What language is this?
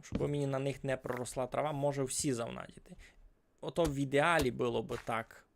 Rusyn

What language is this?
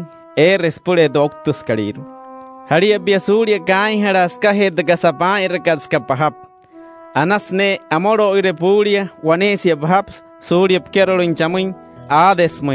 Wayuu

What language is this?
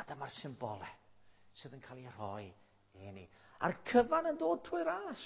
Welsh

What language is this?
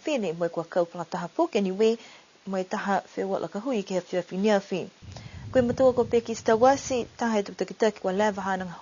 Niuean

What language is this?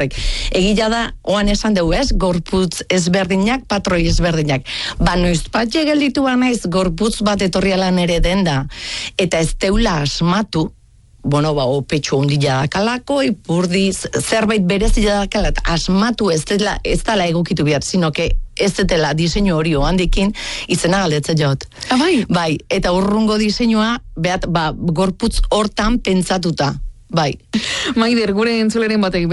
Basque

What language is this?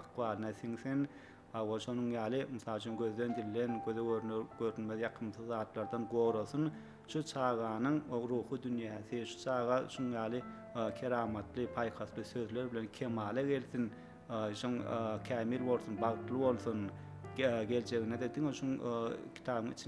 Turkmen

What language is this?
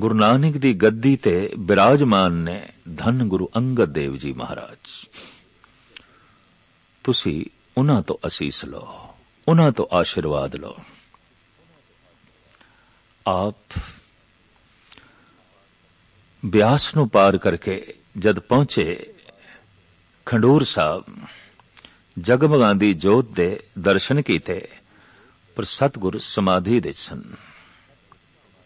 Punjabi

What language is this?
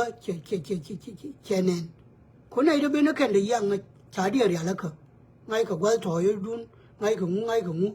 Nuer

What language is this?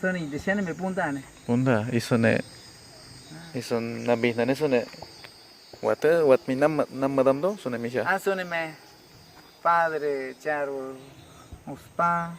Awa-Cuaiquer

